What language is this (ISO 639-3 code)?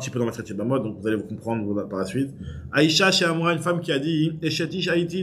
fra